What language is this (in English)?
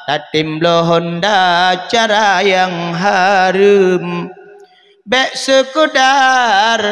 Achinese